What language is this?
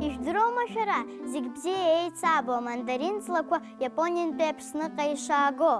Abkhazian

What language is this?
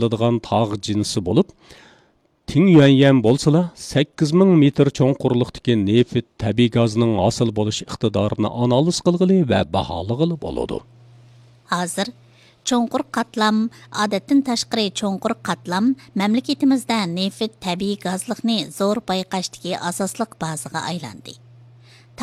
Uyghur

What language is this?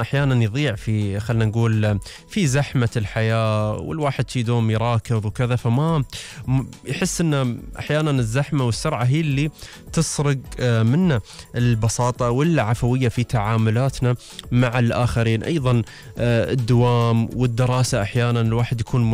Gulf Arabic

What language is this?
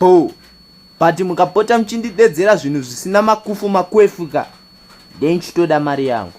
Shona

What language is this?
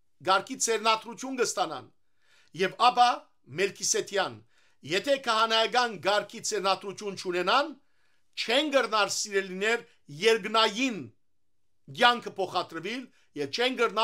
Western Armenian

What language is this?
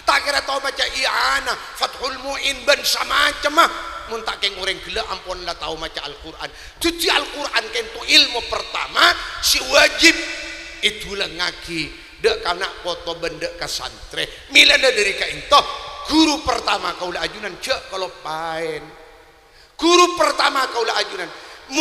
Madurese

